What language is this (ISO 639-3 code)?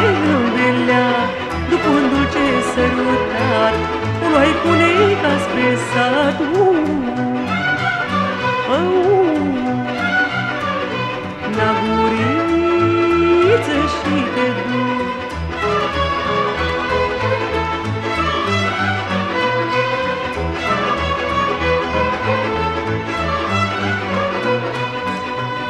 ron